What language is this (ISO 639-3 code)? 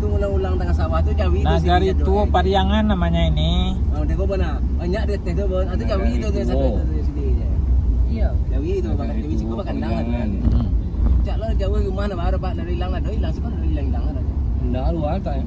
min